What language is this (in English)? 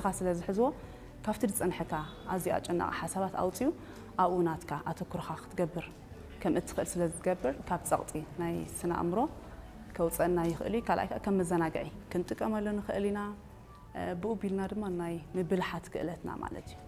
Tigrinya